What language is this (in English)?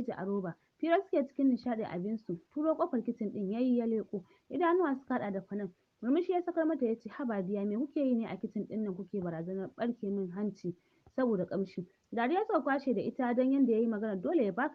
Hausa